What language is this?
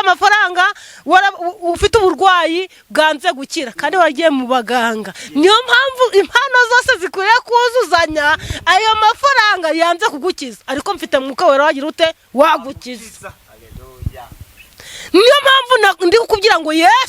Kinyarwanda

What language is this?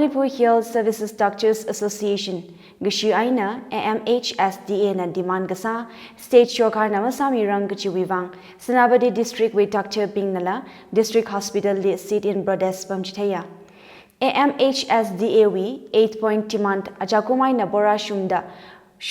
Tangkhul Naga (India)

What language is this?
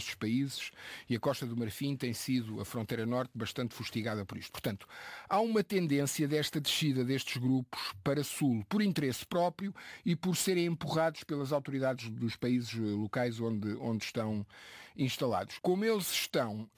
Portuguese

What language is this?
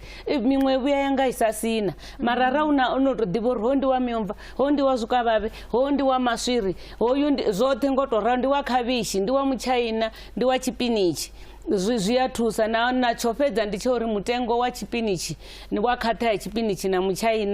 Venda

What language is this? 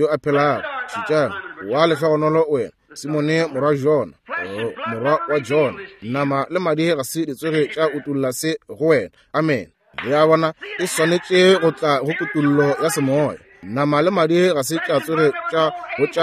Northern Sotho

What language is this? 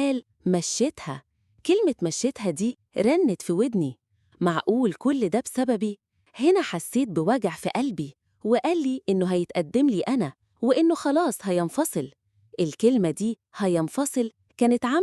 Egyptian Arabic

